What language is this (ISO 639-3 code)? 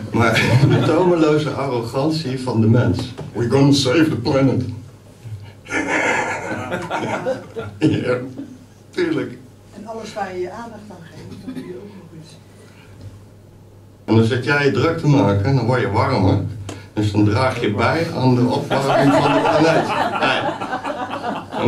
nld